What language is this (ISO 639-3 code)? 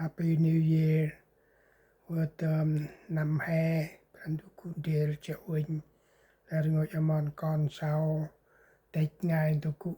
cmo